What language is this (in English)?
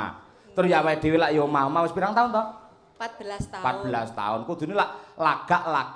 Javanese